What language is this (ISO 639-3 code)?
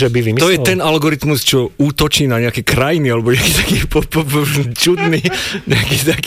slk